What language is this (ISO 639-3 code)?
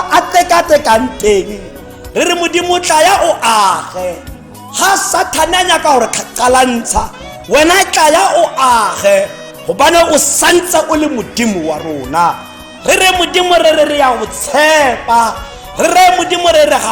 tsn